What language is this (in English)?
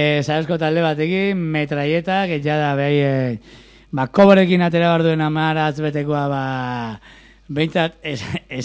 Basque